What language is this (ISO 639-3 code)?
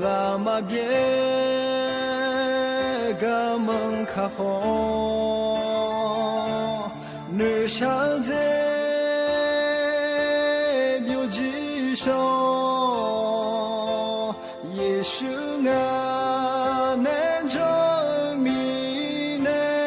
ahk